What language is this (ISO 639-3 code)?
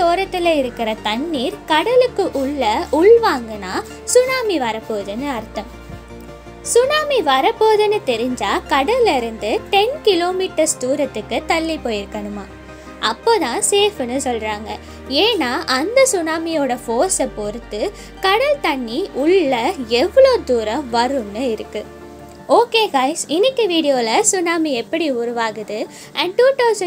tam